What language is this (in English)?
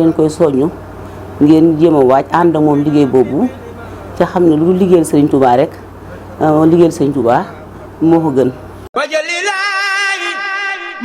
Wolof